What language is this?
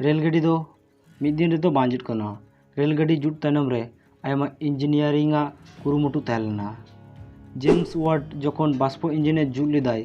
Santali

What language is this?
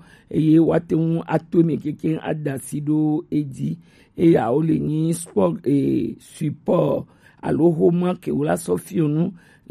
Gen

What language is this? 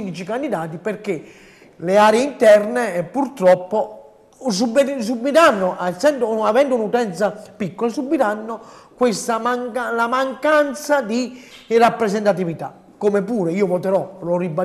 Italian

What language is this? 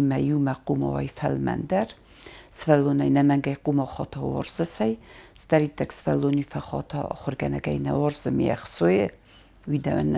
Ossetic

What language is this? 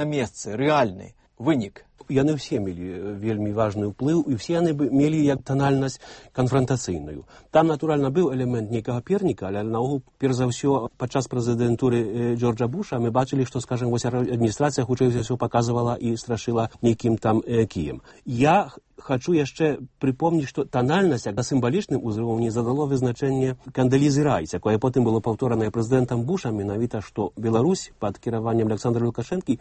Belarusian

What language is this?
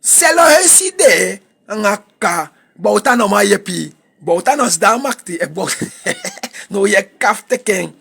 Sranan Tongo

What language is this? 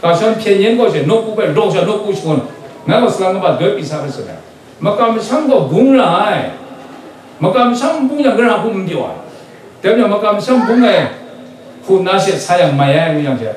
Kachin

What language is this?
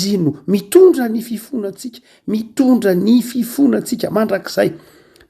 Malagasy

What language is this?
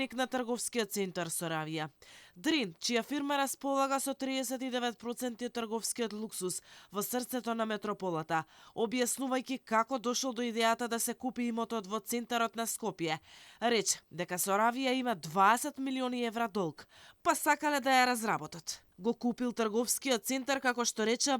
Macedonian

